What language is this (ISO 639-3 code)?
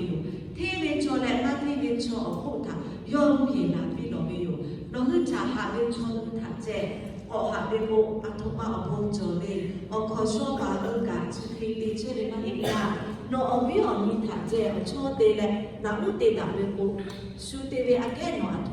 lhu